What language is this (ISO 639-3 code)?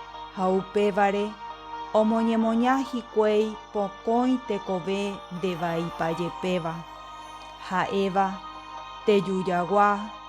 grn